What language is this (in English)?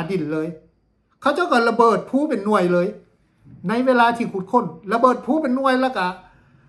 Lao